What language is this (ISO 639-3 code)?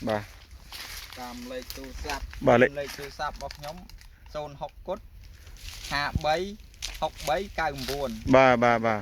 khm